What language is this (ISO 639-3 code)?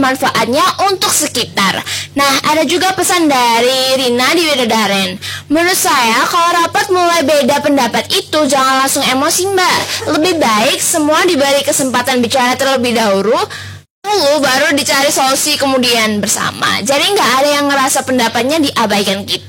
ind